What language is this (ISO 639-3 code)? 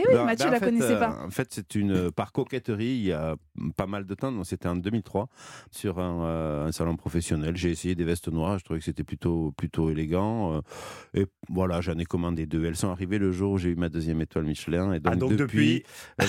fra